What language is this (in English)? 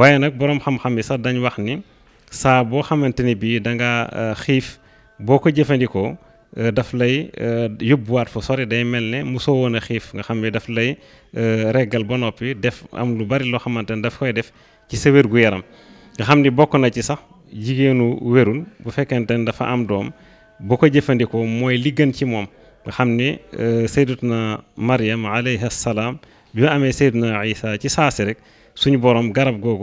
Wolof